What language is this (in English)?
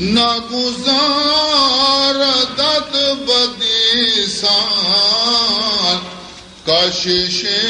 Baluchi